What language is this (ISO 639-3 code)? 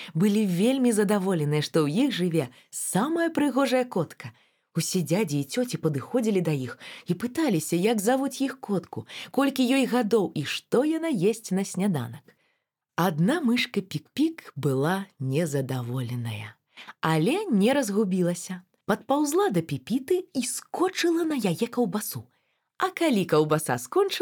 bel